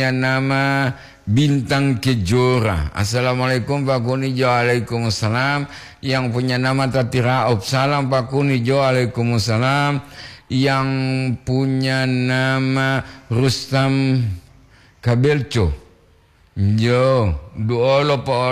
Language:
Gorontalo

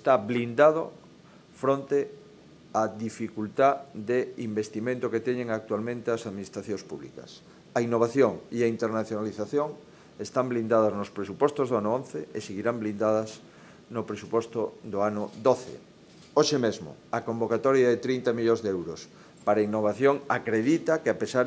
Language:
Galician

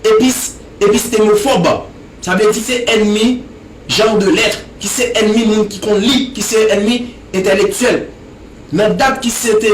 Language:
Haitian Creole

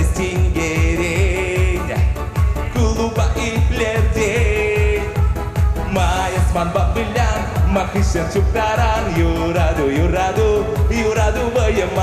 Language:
Chuvash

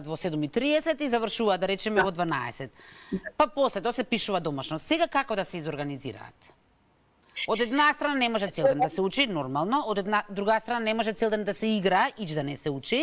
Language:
Macedonian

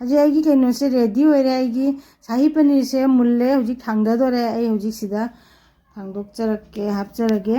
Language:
Manipuri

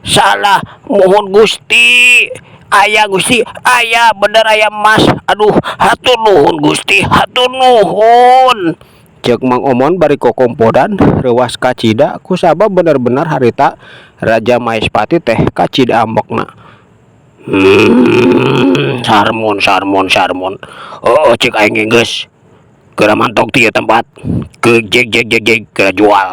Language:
Sundanese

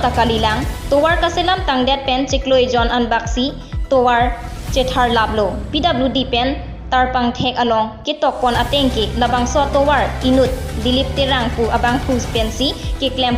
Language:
Karbi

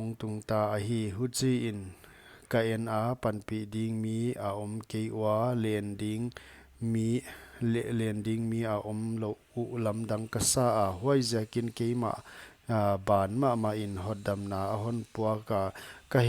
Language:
Paite Chin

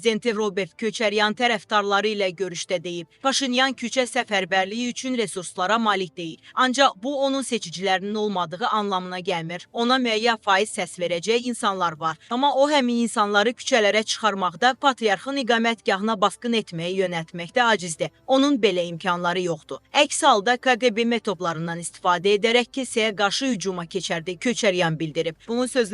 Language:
Azerbaijani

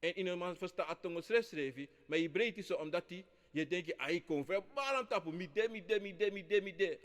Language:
Sranan Tongo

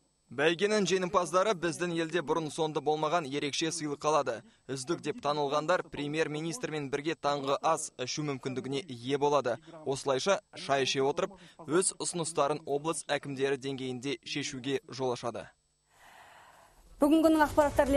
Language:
Kazakh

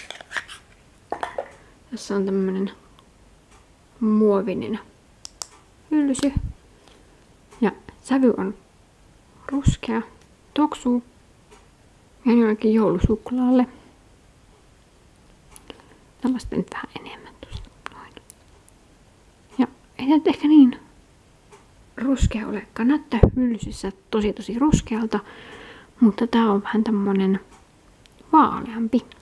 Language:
Finnish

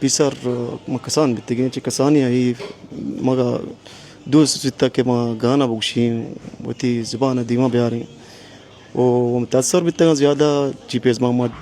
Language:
Baluchi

